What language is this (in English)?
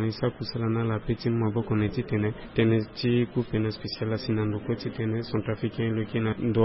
Sango